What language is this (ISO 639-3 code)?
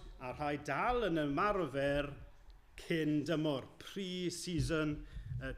cym